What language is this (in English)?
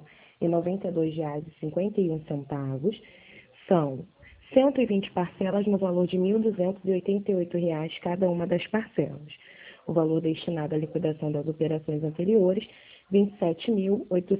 Portuguese